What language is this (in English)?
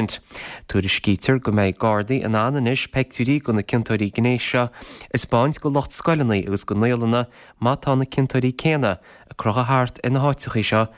Irish